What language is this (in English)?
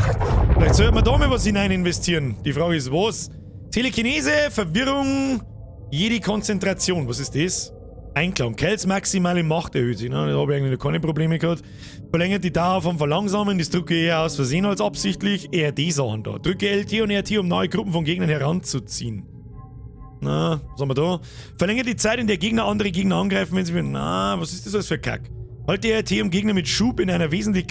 Bavarian